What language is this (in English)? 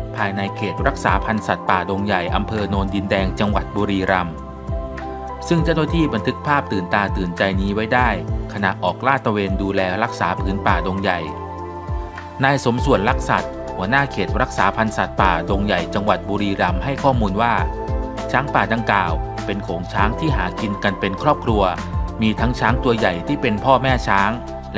Thai